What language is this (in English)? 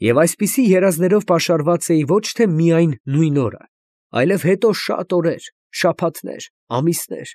Armenian